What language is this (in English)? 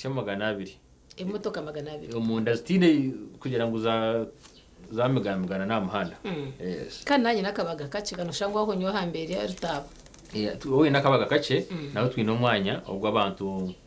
Nyankole